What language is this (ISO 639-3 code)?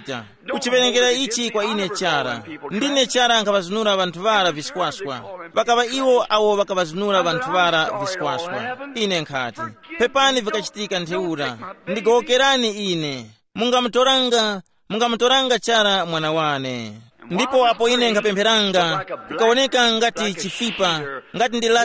tum